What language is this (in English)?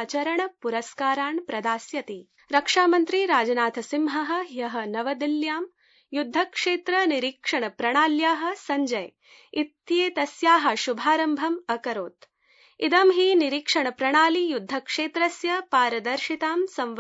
Sanskrit